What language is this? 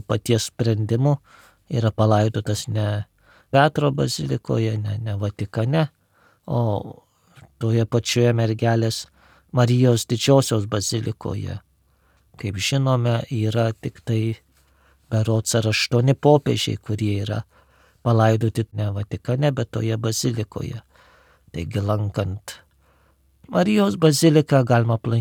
Lithuanian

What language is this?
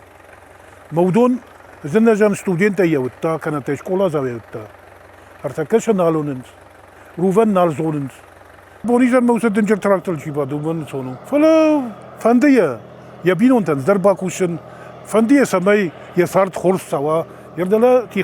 Ossetic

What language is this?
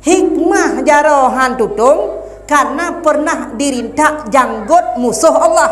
Achinese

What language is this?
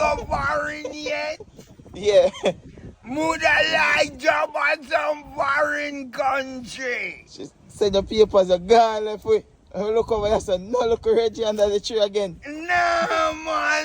Jamaican Creole English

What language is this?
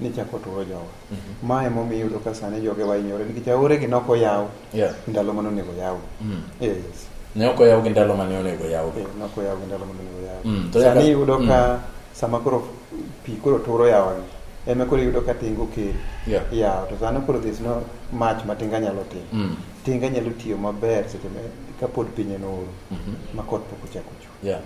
Luo (Kenya and Tanzania)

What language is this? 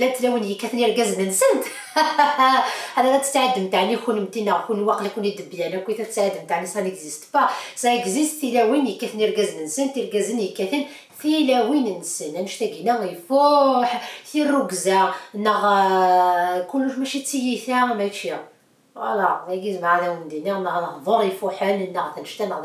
Kabyle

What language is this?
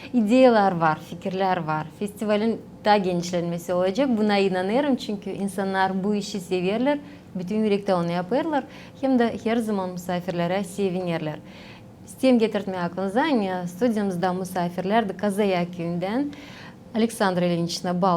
Gagauz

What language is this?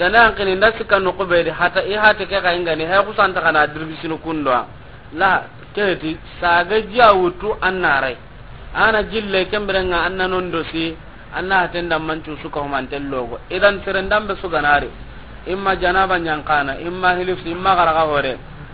Soninke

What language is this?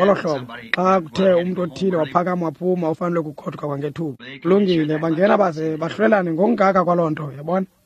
Xhosa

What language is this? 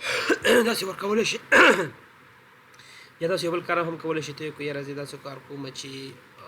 Pashto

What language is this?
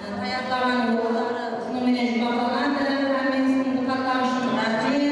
Kara-Kalpak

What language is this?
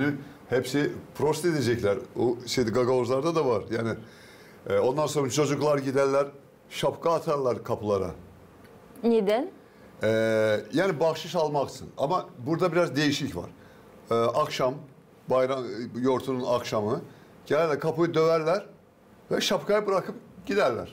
Gagauz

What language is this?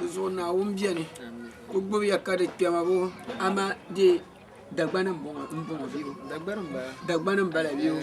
Dagbani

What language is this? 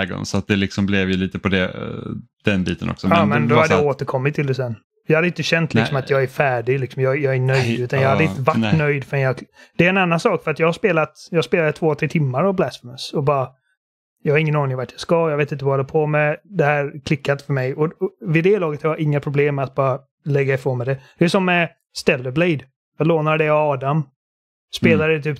Swedish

